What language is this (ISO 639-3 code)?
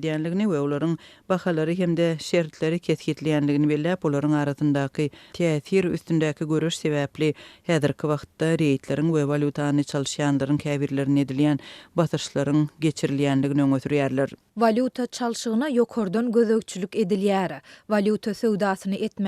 tuk